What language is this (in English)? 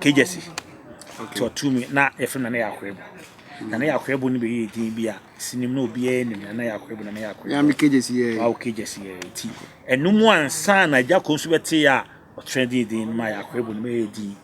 Akan